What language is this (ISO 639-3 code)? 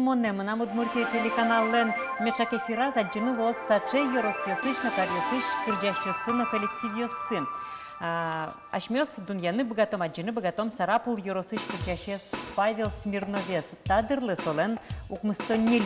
udm